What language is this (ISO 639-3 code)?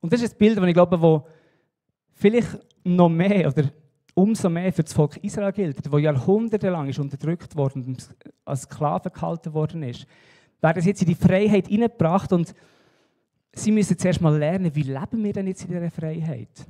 gsw